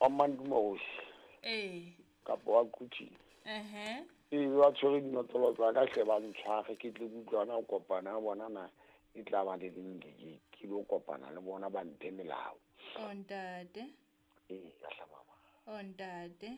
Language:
Southern Sotho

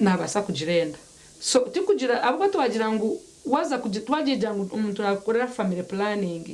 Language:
Nyankole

